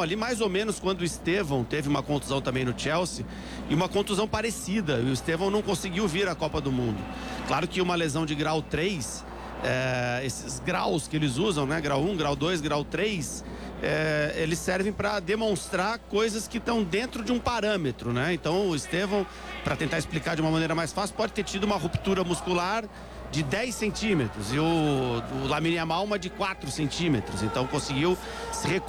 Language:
Portuguese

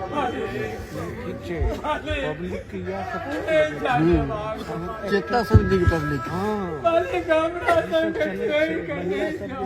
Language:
Maithili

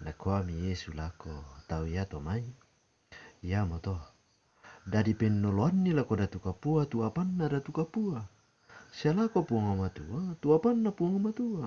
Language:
Toraja-Sa'dan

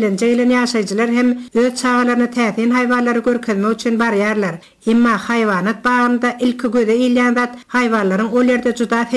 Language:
Turkmen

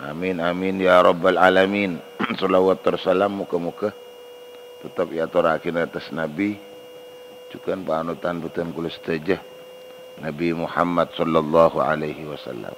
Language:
Madurese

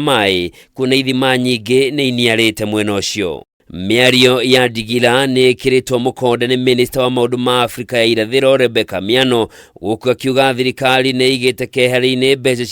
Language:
Kikuyu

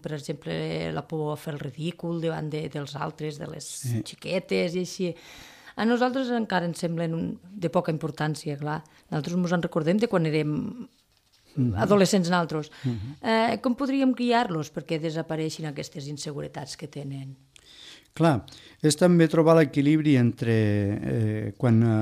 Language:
Catalan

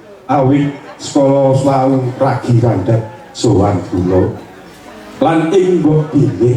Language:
Javanese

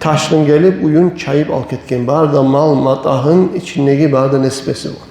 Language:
Kumyk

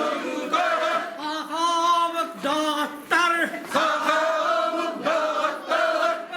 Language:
Yakut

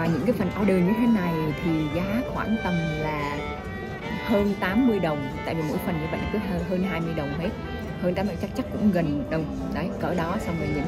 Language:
Vietnamese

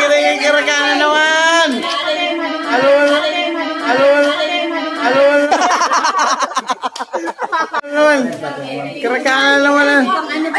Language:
Filipino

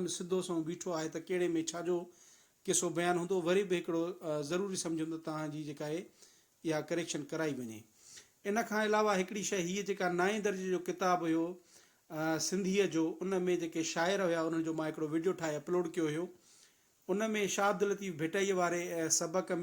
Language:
Sindhi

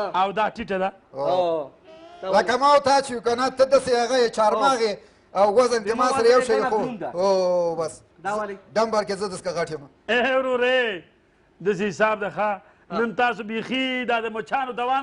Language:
Pashto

